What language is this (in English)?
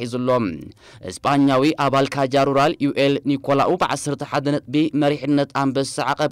Tigrinya